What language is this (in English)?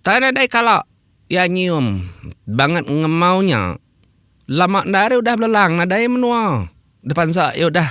Iban